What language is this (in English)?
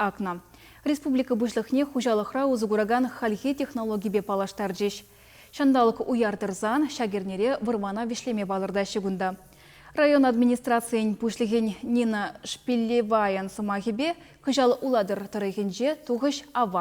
Chuvash